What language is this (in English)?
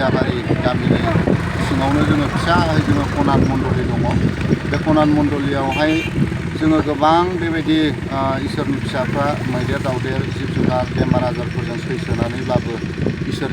Bodo